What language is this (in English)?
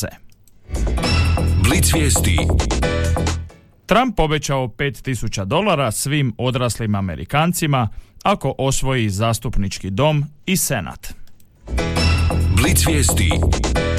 Croatian